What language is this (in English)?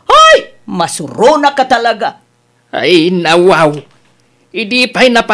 Iloko